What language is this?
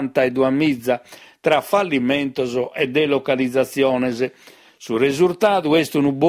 Sardinian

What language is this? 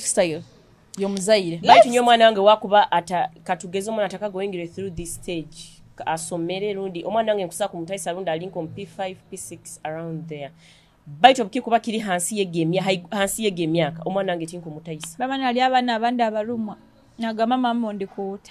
Nyoro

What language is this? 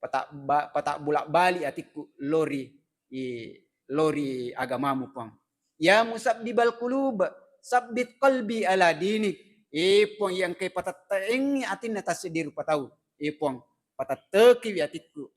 Buginese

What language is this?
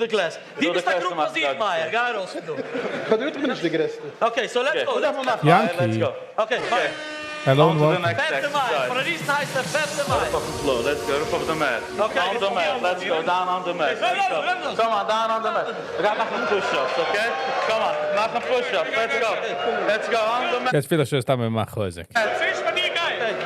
Yiddish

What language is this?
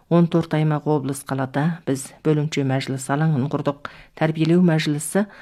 Kazakh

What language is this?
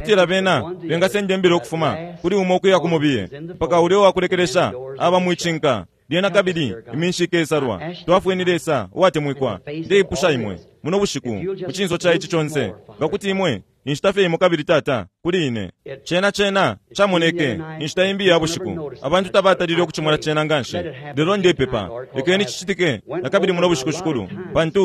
Bemba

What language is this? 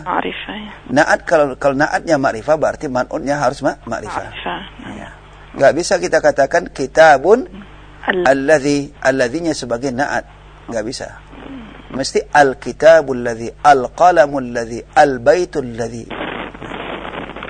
Indonesian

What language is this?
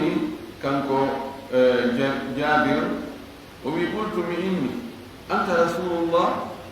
Fula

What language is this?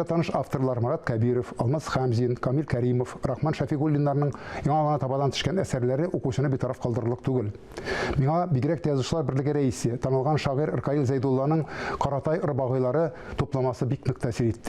Tatar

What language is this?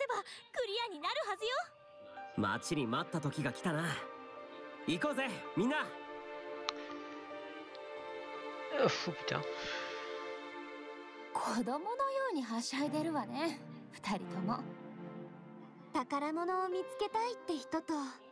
Japanese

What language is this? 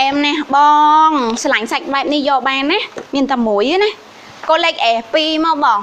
Khmer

